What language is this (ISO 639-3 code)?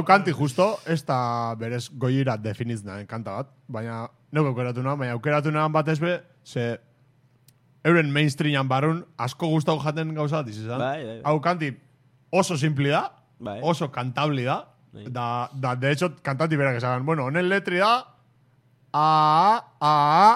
eus